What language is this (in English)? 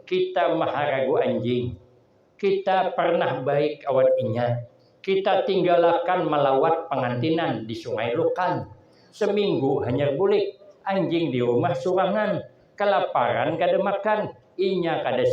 Banjar